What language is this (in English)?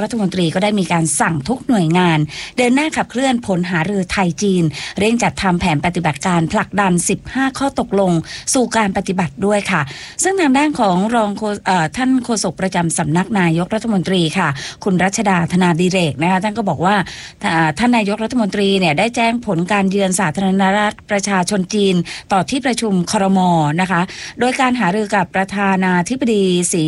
Thai